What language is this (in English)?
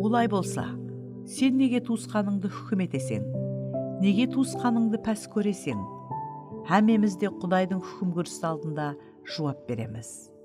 Kara-Kalpak